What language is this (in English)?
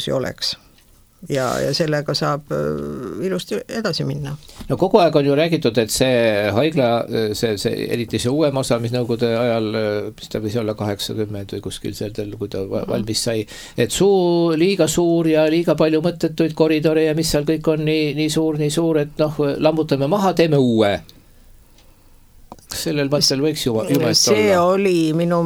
Estonian